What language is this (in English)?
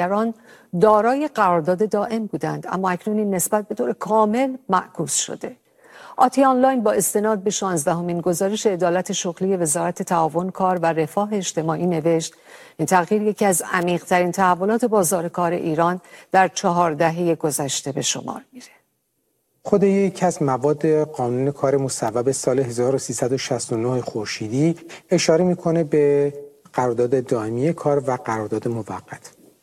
Persian